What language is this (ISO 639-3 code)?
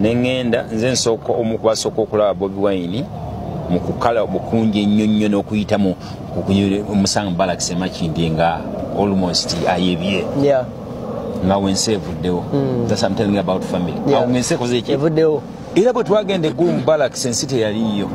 lug